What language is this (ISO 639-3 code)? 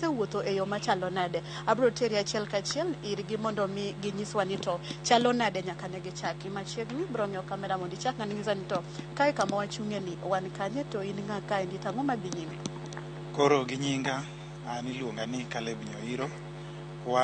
luo